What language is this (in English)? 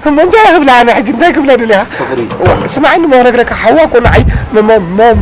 Tigrinya